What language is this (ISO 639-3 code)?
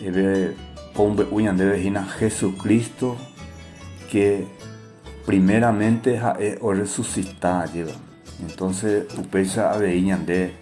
grn